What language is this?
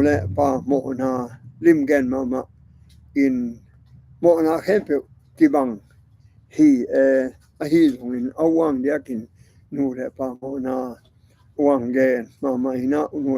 Tedim Chin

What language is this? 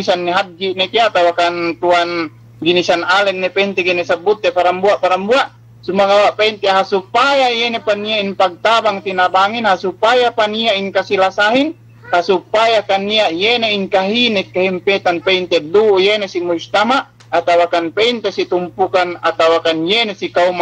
Yakan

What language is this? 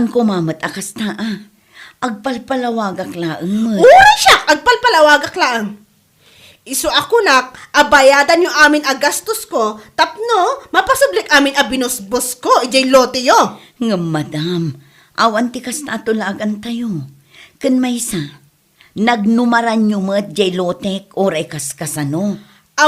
Iloko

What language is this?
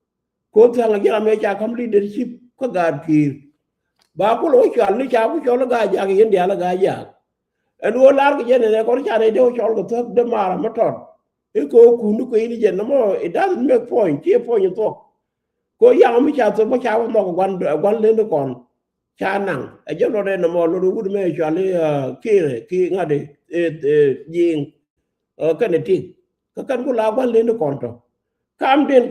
Nuer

